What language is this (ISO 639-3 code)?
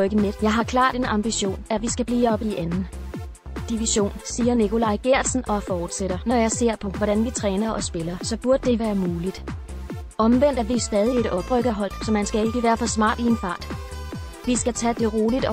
dan